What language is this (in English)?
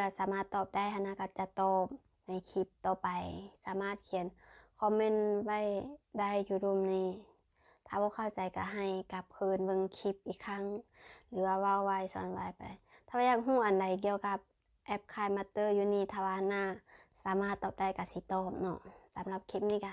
Lao